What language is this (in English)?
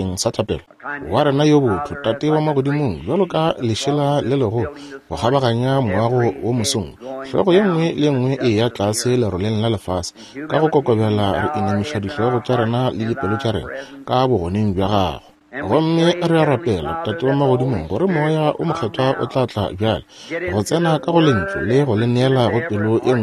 Northern Sotho